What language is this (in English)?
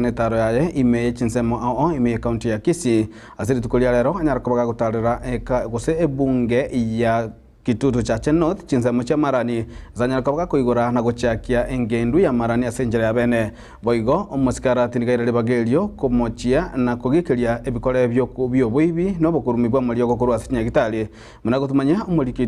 Gusii